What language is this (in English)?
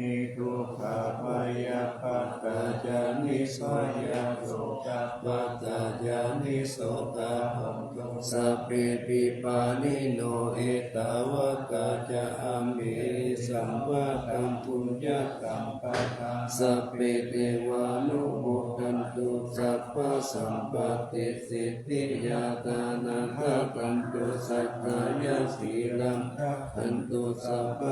Pali